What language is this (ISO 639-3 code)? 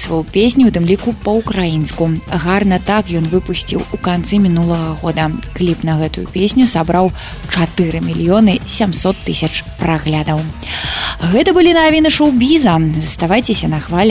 bel